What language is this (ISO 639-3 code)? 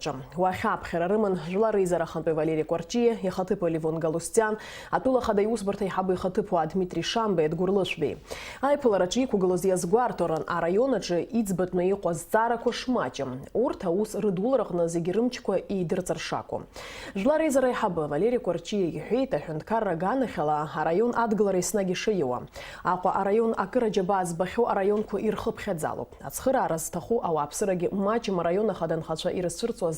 abk